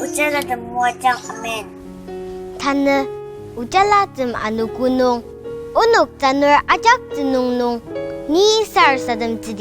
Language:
Ao Naga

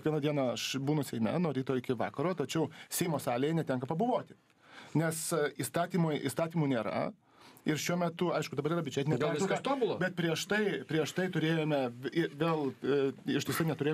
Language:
Lithuanian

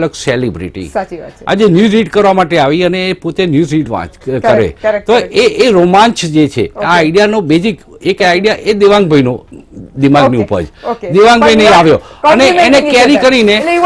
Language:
Gujarati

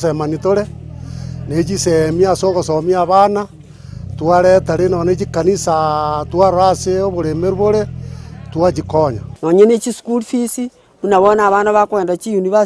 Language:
Gusii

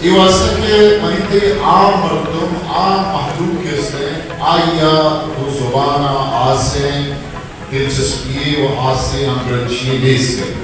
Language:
Eastern Balochi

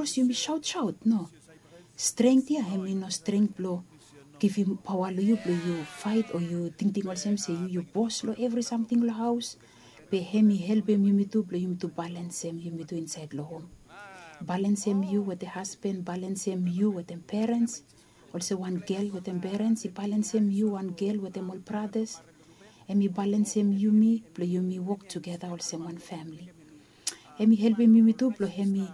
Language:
Bislama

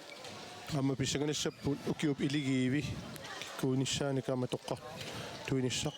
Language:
Kalaallisut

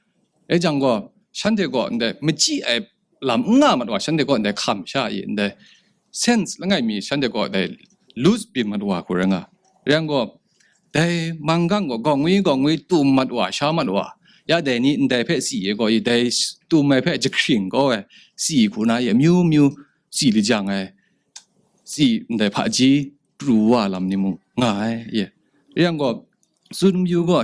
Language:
Kachin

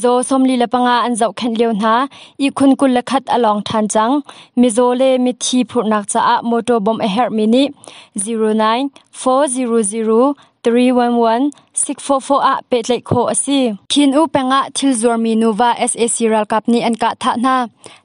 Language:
Hakha Chin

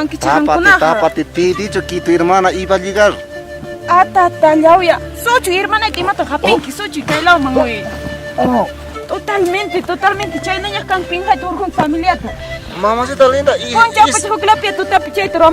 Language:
Quechua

